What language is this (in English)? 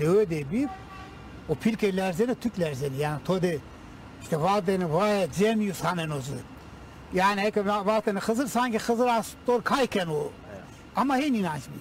Zaza